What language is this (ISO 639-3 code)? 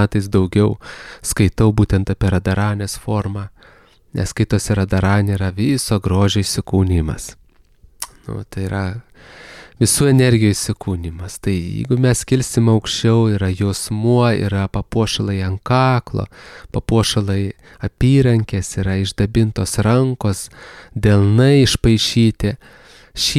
lit